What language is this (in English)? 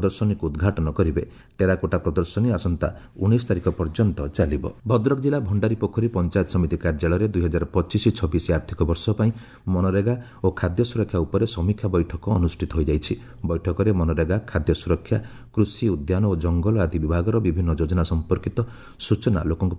Odia